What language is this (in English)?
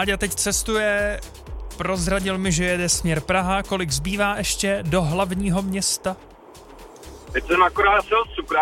Czech